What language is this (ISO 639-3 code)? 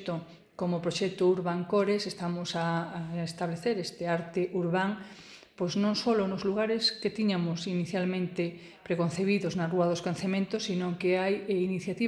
glg